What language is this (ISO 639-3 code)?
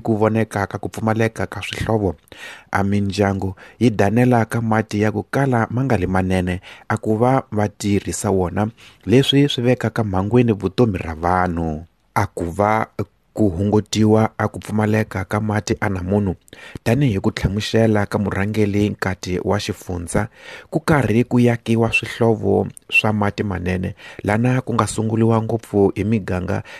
tso